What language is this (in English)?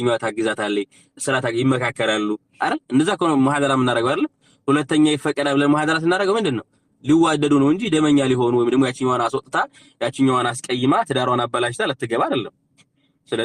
Amharic